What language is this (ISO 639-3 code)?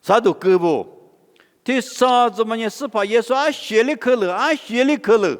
lis